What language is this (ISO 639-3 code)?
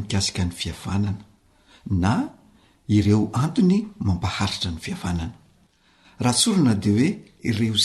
mlg